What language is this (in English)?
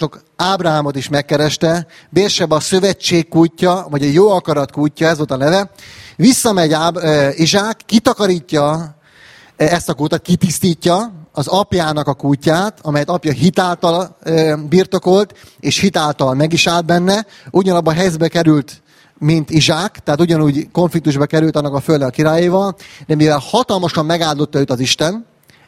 Hungarian